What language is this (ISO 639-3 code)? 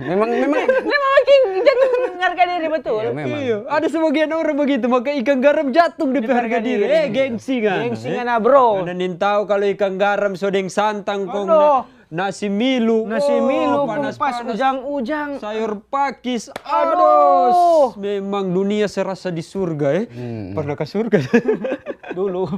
xmm